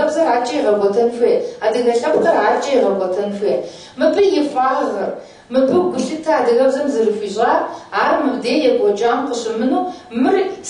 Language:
Kabardian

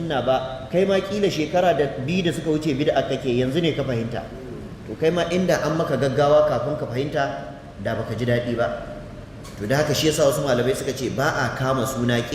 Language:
Hausa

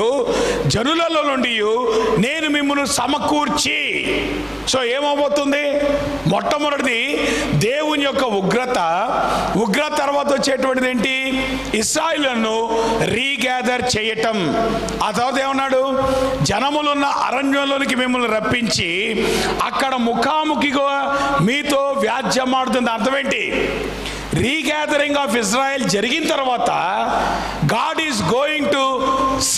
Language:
Telugu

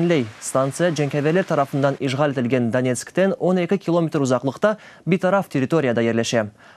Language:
Crimean Tatar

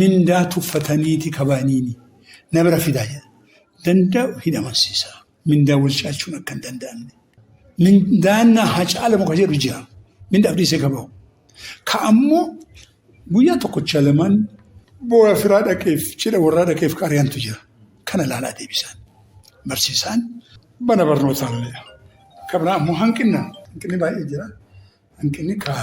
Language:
Oromo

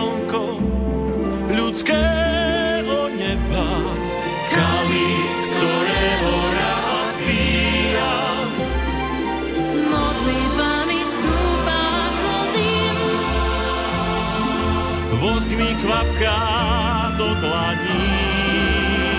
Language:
Slovak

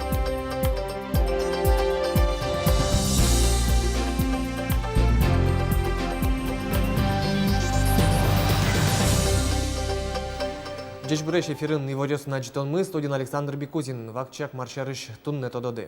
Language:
Udmurt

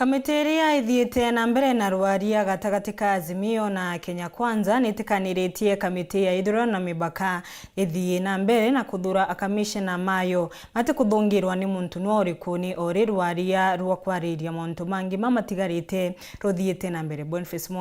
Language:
Meru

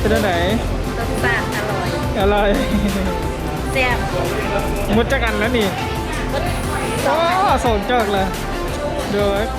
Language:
Lao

